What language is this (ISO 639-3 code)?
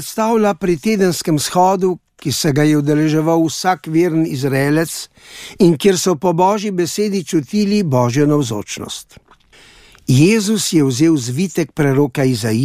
slv